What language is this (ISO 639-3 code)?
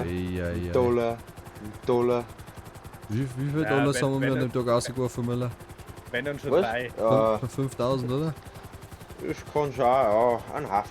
bar